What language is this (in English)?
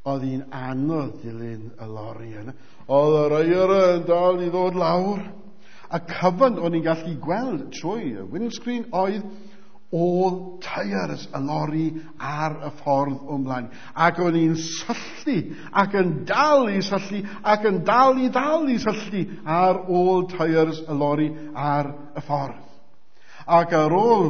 Welsh